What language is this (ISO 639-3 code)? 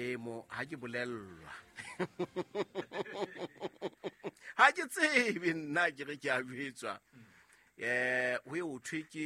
sot